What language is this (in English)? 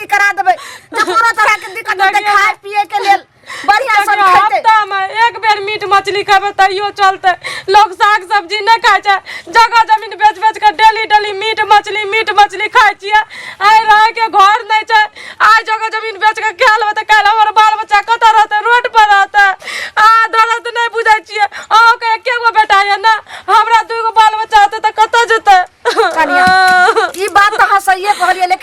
Maithili